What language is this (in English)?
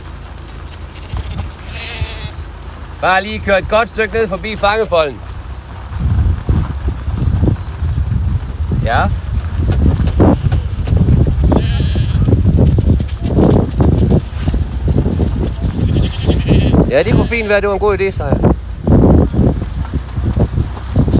Danish